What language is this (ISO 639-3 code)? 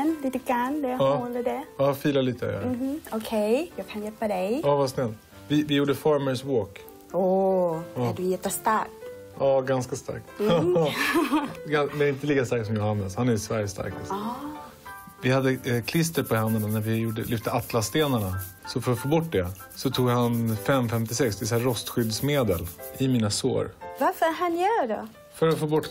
swe